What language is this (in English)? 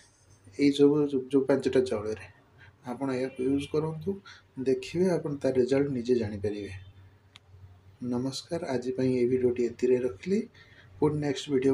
Odia